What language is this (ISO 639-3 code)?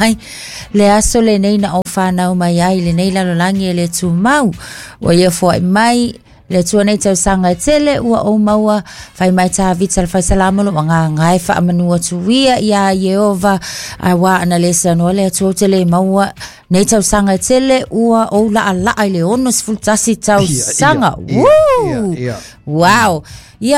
smo